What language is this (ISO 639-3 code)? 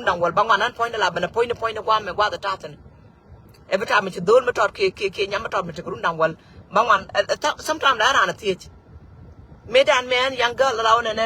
nus